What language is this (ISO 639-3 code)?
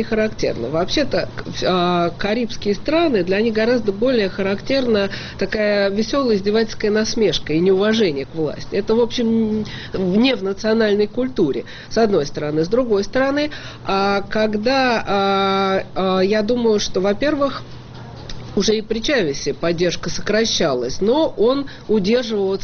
rus